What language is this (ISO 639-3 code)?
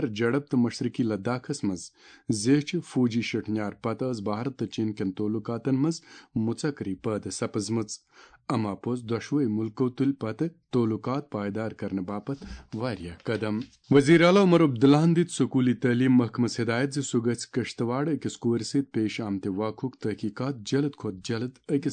kas